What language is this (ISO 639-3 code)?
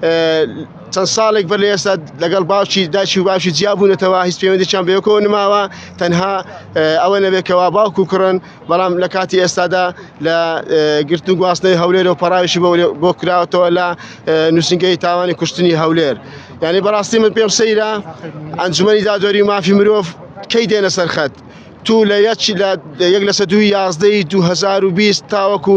ckb